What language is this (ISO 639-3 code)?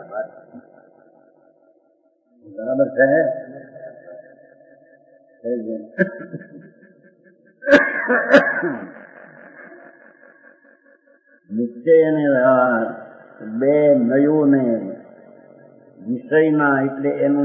guj